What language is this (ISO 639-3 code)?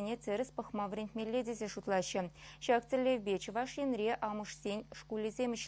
chv